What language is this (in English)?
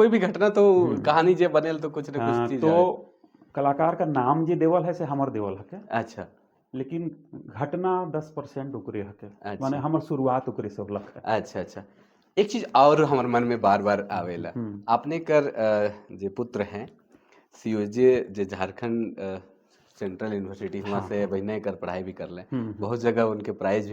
Sadri